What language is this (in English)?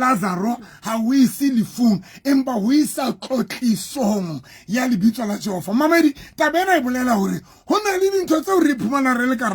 Southern Sotho